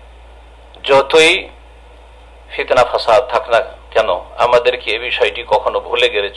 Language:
Bangla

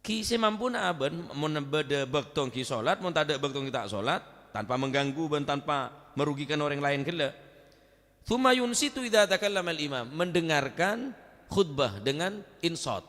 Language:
Madurese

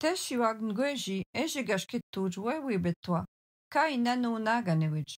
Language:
Algonquin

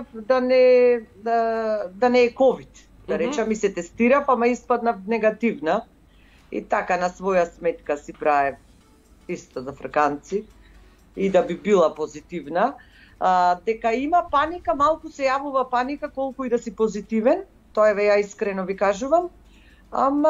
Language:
Macedonian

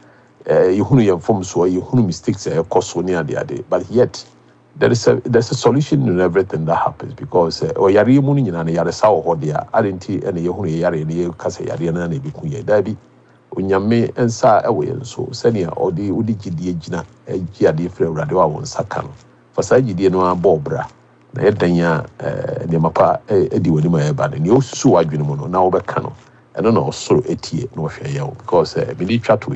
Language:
Akan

